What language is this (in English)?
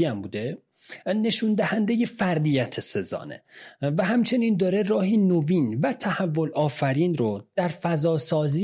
Persian